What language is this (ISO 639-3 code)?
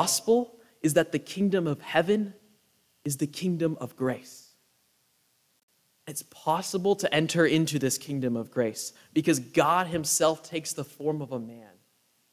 eng